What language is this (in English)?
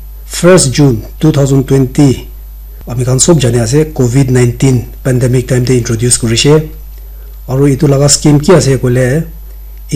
Naga Pidgin